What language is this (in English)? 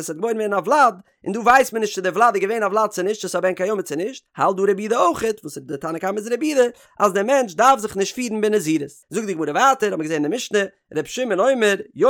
Yiddish